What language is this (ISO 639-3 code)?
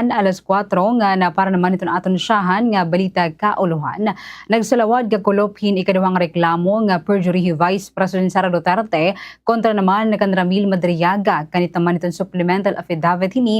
war